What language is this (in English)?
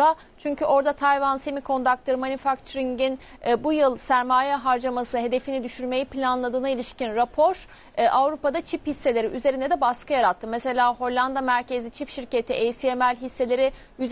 Turkish